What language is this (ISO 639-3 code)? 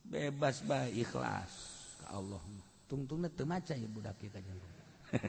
sun